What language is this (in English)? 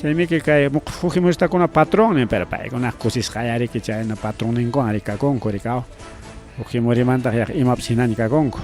Ayacucho Quechua